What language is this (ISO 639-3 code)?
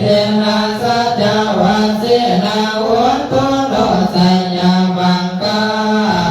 pli